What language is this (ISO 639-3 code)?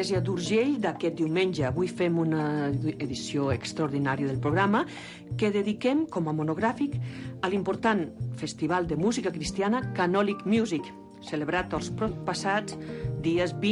cat